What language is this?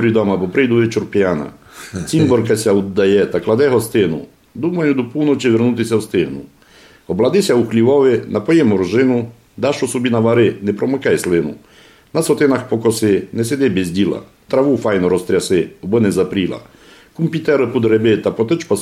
Rusyn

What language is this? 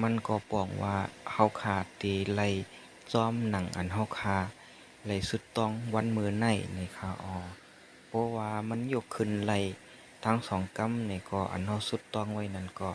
Shan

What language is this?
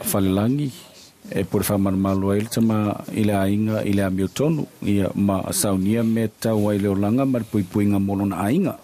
Samoan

